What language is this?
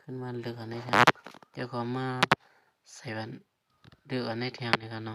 Shan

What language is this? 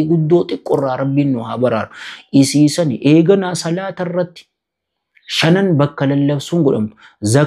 Oromo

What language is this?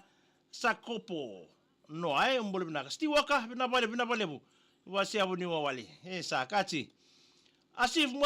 Fijian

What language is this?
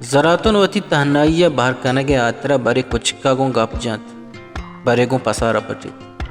Baluchi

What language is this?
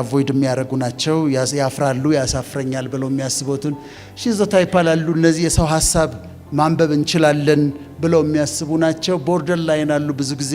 Amharic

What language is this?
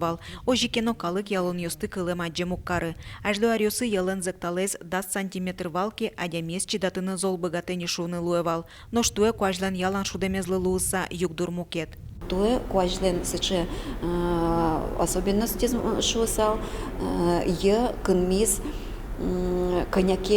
Udmurt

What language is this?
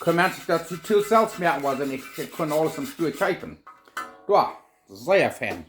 Plautdietsch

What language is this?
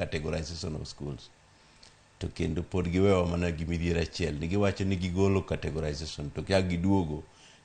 Luo (Kenya and Tanzania)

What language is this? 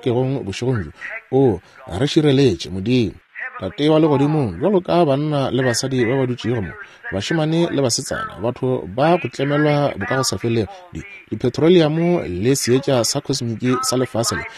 Northern Sotho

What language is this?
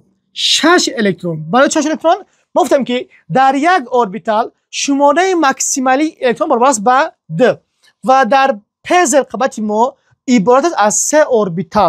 Tajik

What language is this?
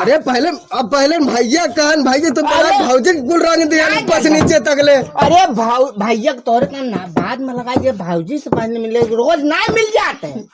Awadhi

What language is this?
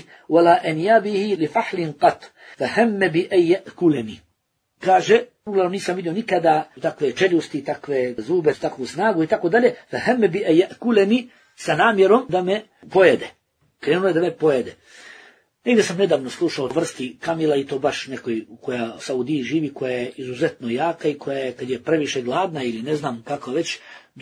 Bosnian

